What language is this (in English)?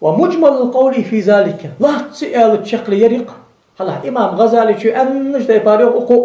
Ingush